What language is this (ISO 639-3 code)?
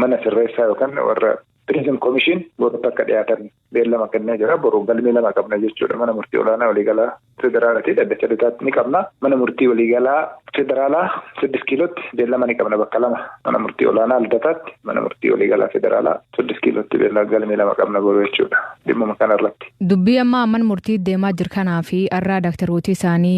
orm